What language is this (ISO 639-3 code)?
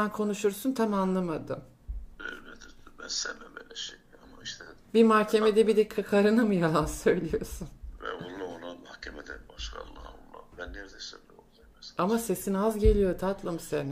tur